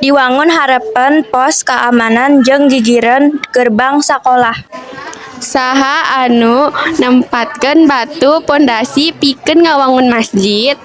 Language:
Sundanese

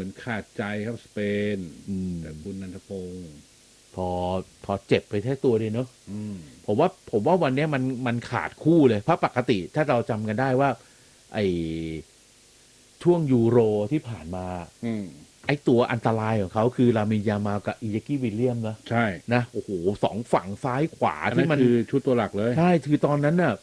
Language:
Thai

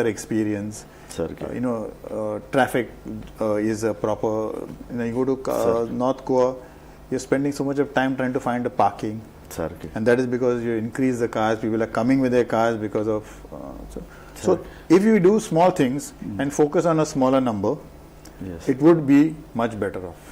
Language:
Konkani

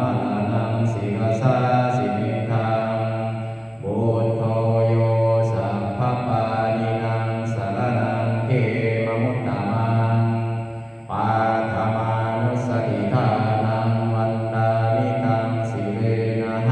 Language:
Pali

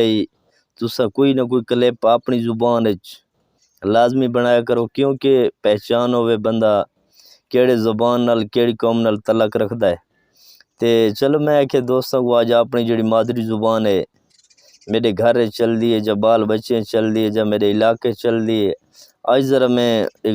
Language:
Saraiki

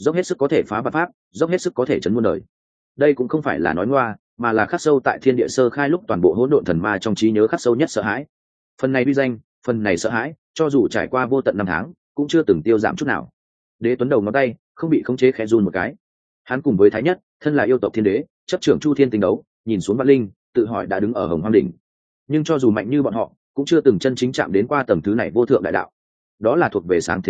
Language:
Vietnamese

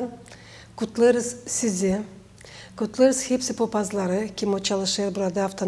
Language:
Gagauz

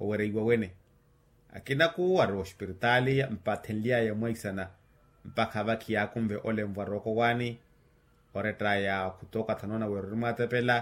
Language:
Makhuwa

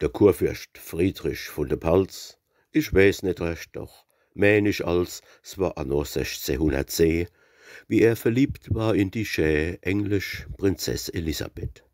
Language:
Palatine German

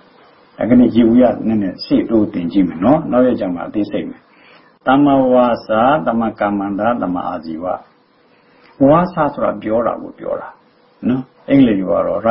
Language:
Burmese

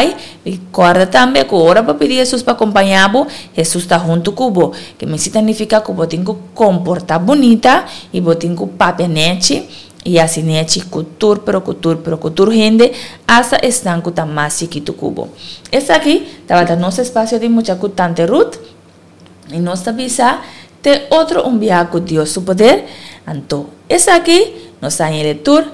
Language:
Papiamento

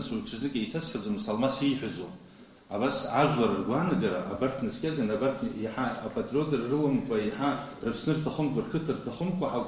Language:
Abkhazian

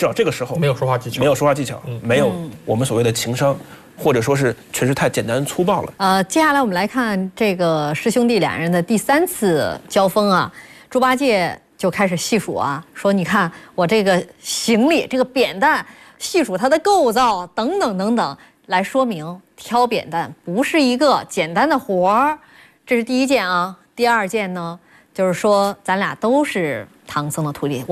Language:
Chinese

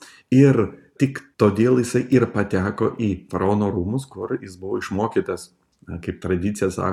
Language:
Lithuanian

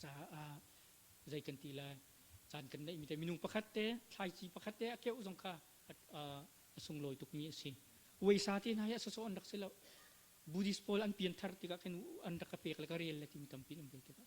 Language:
Hakha Chin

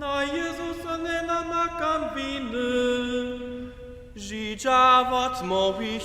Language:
Upper Sorbian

